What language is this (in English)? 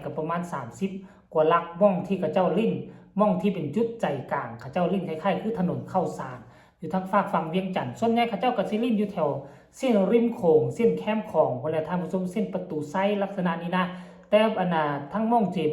Northeastern Thai